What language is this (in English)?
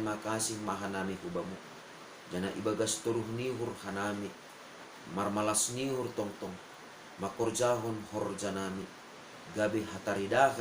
Batak Simalungun